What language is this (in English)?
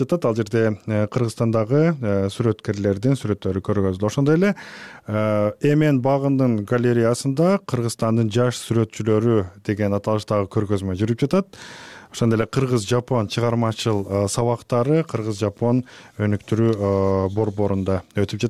Kyrgyz